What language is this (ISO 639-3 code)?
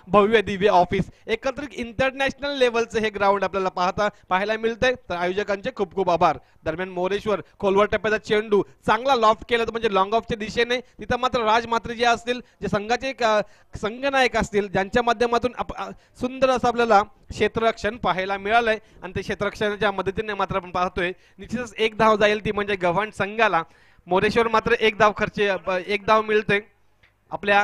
mar